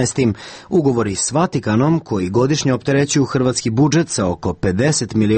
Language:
Serbian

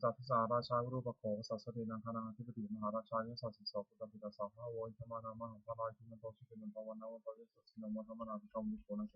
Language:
Pali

